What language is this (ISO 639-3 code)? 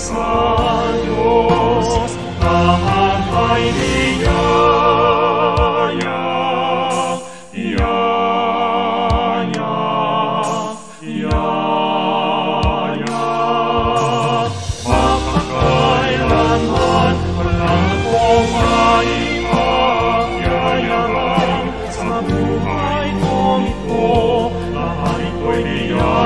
fil